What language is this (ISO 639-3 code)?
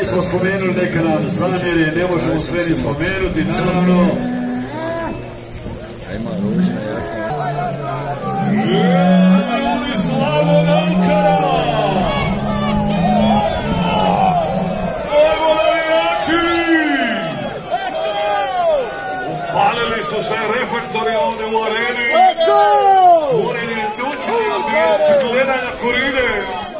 hrv